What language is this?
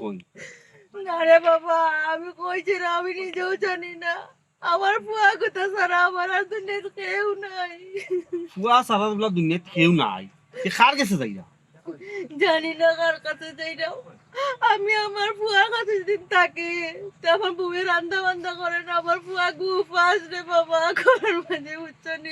Sylheti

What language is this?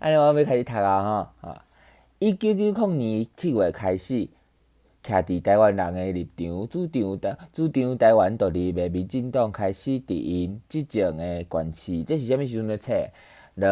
Min Nan Chinese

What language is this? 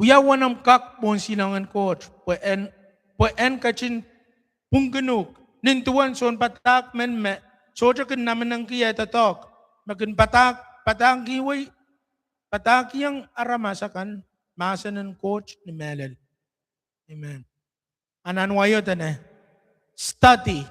Pohnpeian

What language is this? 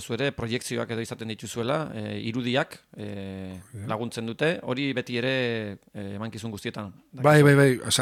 Basque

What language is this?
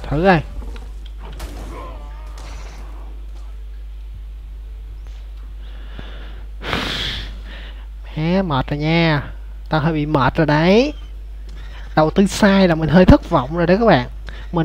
Vietnamese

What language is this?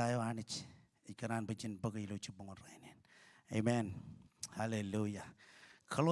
Marshallese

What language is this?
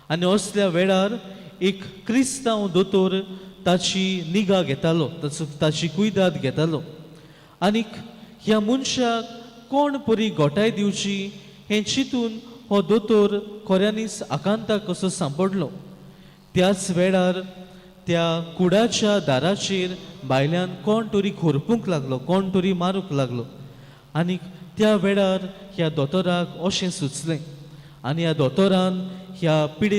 Konkani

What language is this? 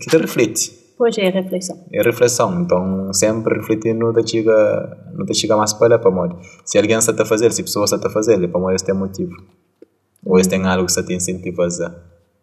Kabuverdianu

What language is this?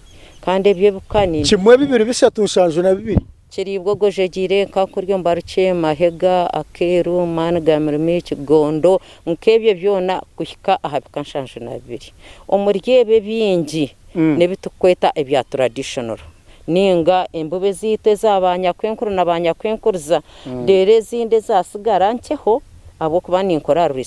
Nyankole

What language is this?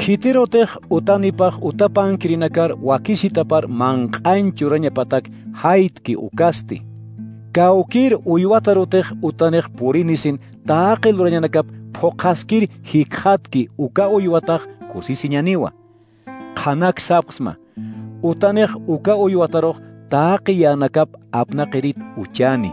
Aymara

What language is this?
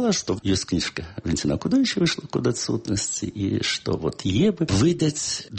Belarusian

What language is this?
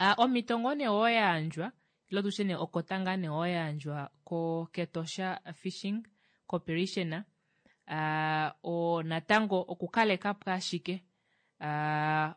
Kuanyama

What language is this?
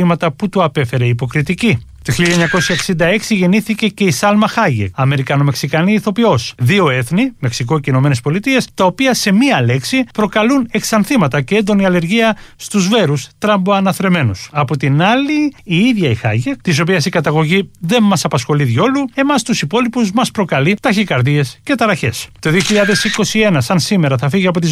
Greek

